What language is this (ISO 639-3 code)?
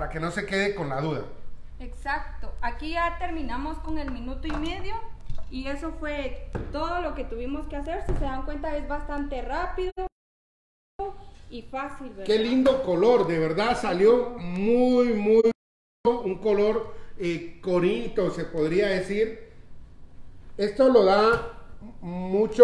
spa